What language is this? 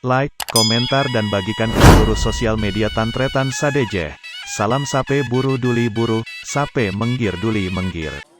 Madurese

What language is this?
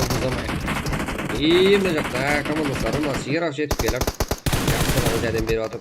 Kara-Kalpak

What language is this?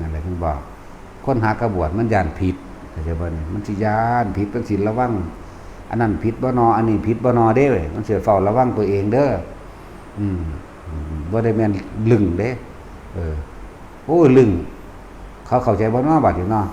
Northeastern Thai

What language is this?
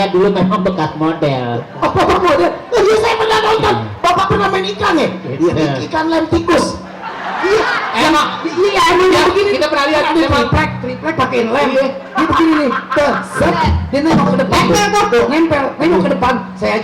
Betawi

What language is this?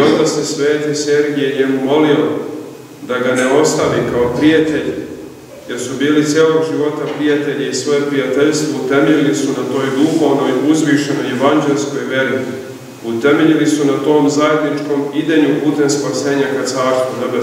Serbian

